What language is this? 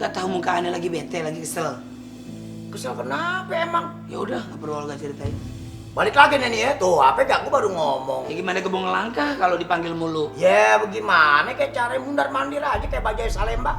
Betawi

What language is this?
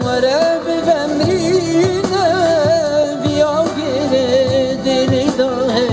Kurdish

